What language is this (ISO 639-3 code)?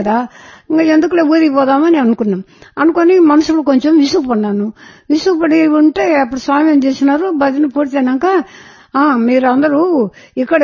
tel